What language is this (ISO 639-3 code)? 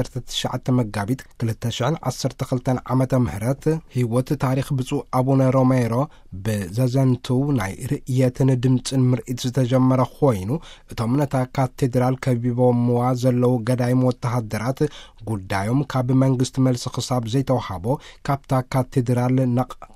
tir